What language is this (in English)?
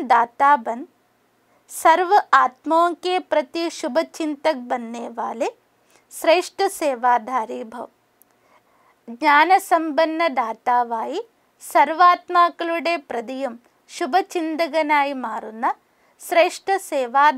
Malayalam